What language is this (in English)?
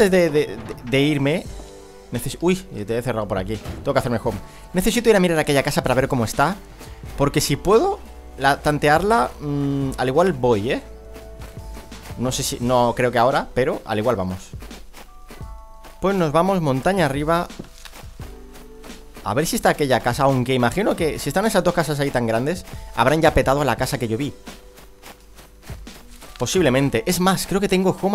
Spanish